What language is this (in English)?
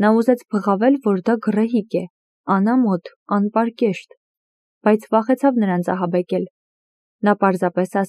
Armenian